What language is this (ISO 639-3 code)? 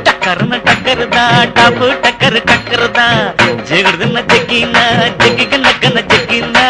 tam